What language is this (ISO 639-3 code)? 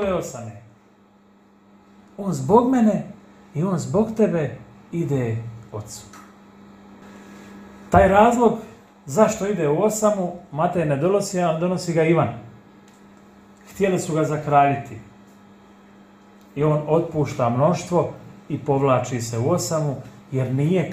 hrv